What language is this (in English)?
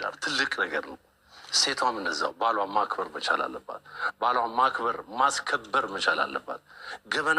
Amharic